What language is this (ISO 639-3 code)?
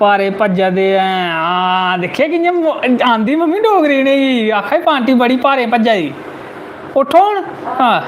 doi